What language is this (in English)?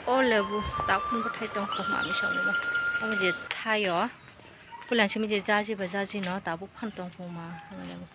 Kok Borok